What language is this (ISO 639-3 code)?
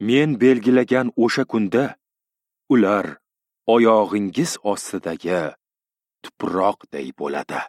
uzb